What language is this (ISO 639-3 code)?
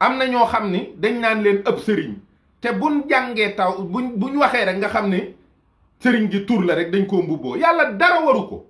wol